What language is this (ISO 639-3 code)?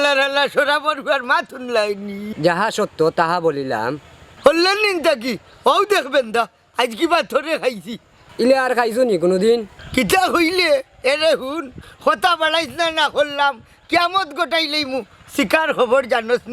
syl